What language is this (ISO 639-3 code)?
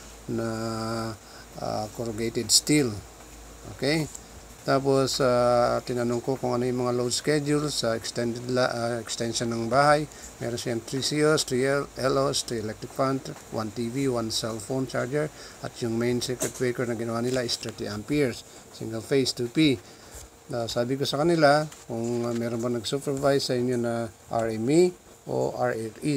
fil